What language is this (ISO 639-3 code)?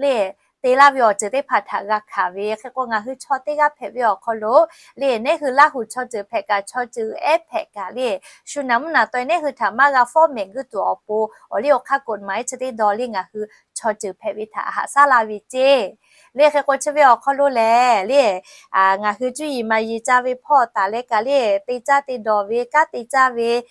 lhu